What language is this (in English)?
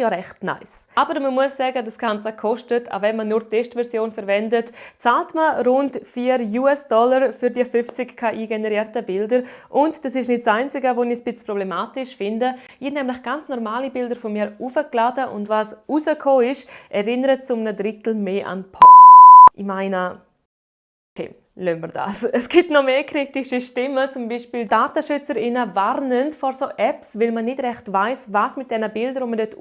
Swiss German